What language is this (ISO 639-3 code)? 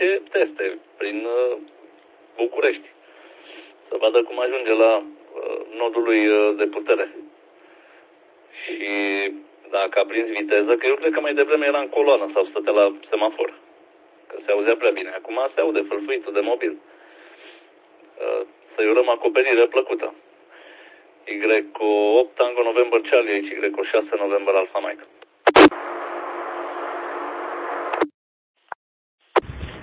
ron